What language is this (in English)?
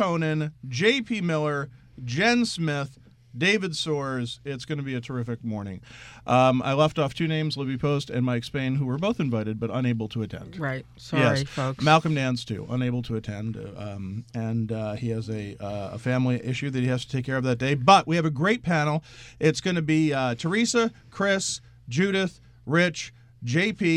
English